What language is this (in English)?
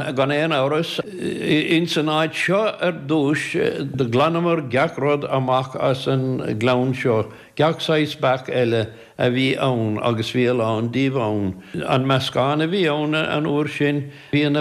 Irish